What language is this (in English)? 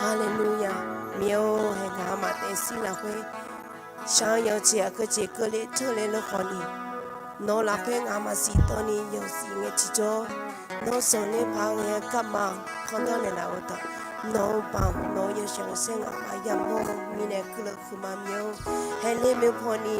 Akha